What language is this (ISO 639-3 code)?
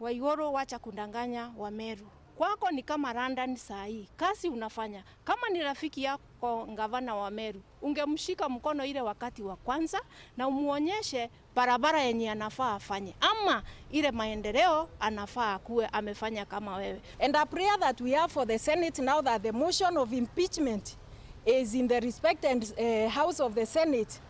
mer